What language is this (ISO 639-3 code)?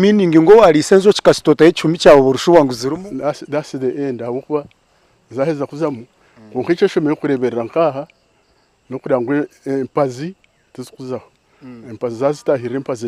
nyn